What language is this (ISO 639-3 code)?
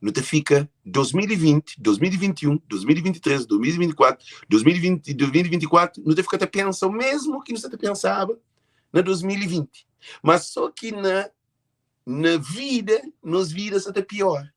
kea